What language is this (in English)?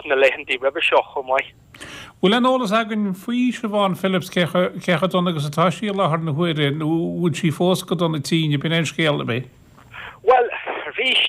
Irish